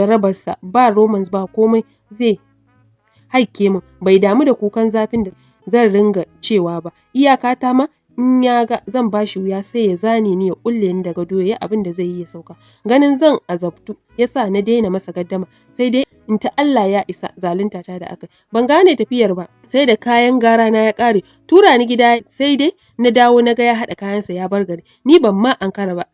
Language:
Hausa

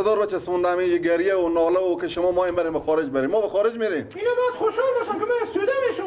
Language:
Persian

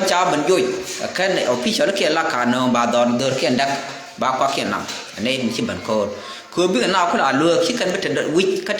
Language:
Nuer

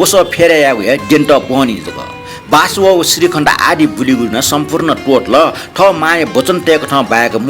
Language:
Newari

